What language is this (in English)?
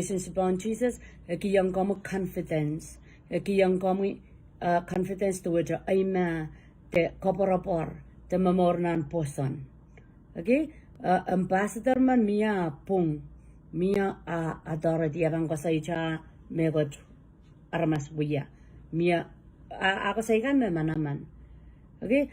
Pohnpeian